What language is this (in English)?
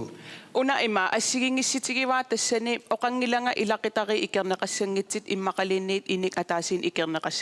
Kalaallisut